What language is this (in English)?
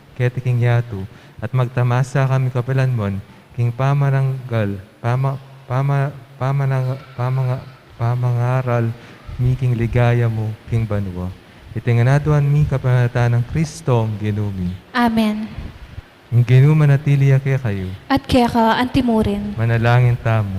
Pampanga